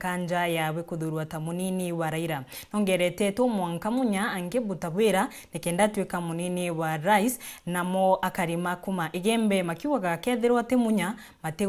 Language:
Meru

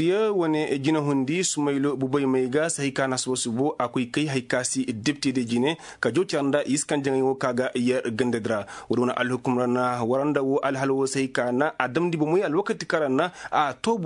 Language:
Koyraboro Senni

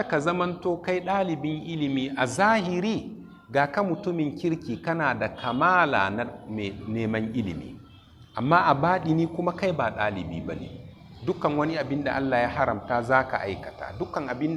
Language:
Hausa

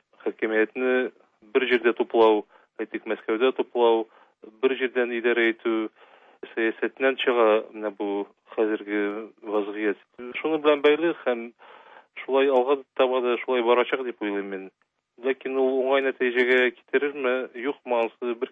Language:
Tatar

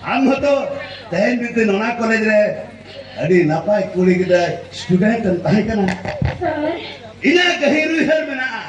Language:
Santali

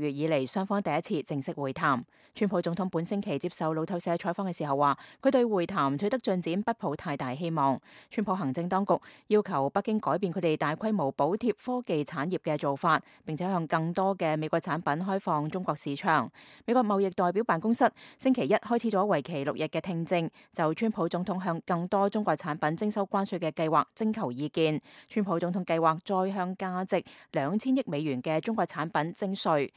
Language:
Cantonese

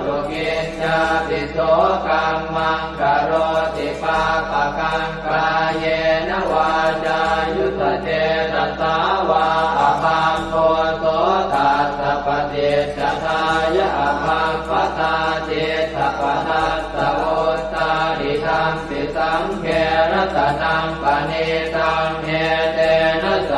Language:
Pali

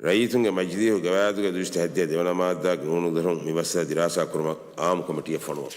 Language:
Divehi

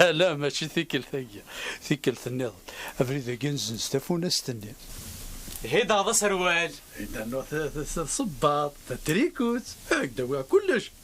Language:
Kabyle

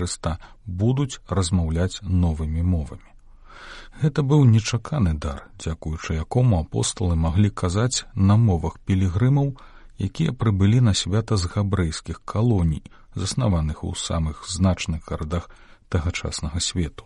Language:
Belarusian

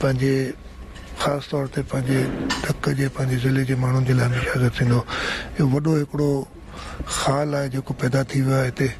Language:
Sindhi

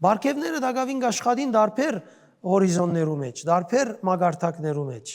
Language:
Western Armenian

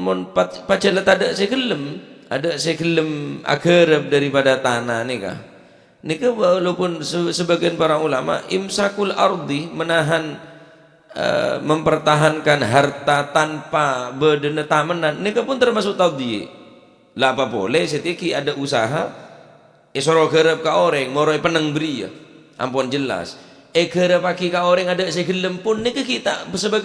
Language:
Madurese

